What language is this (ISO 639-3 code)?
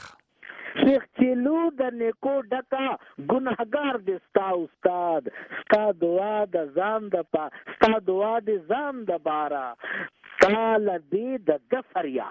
pus